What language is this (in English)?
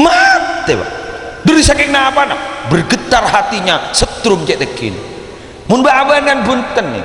Madurese